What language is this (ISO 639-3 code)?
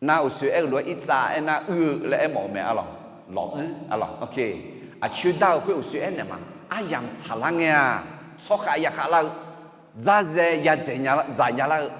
ahk